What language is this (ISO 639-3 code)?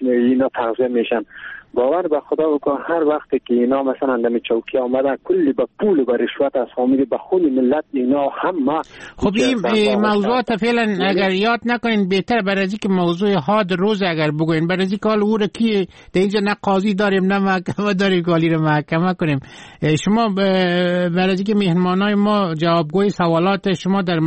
fas